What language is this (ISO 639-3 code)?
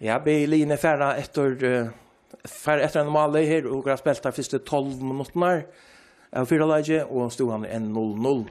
fao